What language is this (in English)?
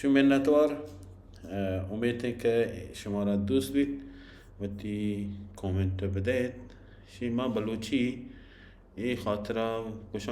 Baluchi